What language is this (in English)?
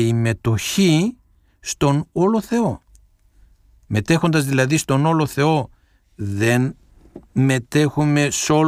Greek